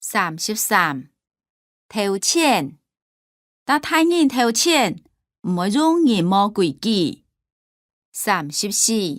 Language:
Hakka Chinese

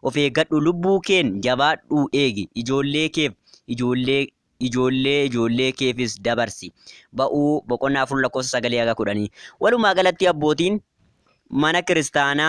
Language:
Oromo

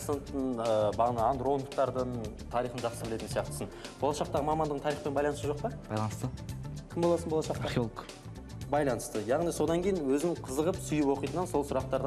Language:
Kazakh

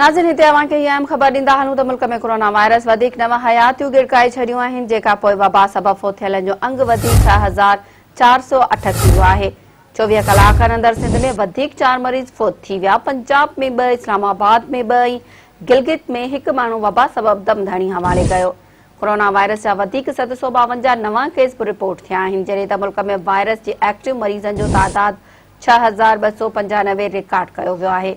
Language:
Sindhi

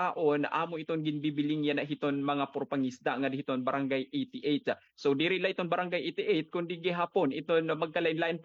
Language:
Waray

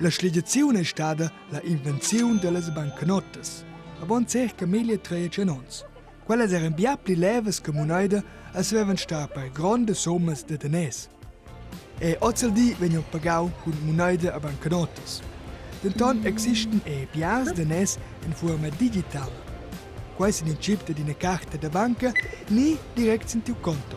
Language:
Romansh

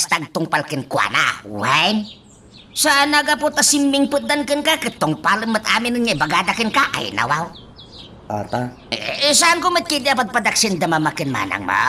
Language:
Iloko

